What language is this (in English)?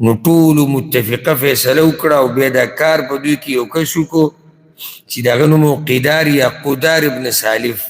Pashto